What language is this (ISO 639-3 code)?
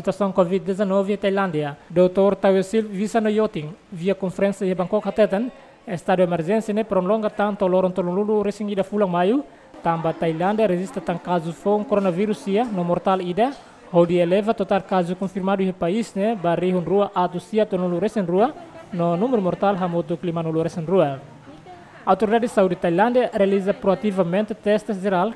tet